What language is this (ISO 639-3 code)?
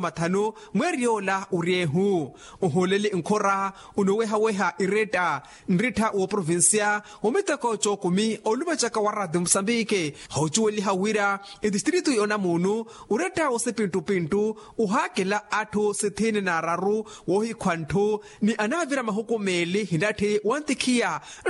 vmw